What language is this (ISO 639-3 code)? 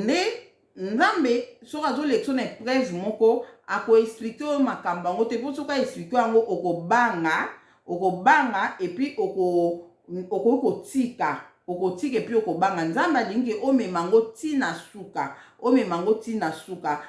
lin